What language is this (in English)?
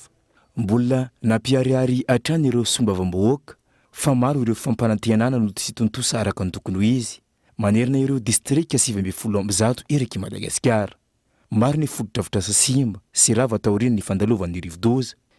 Malagasy